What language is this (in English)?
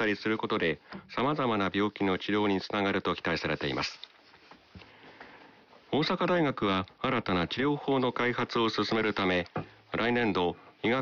Japanese